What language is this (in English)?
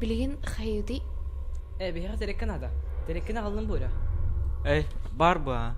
Yakut